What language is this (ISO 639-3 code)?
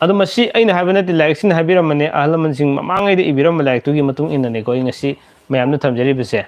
mni